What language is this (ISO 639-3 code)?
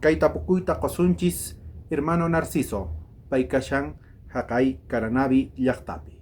quh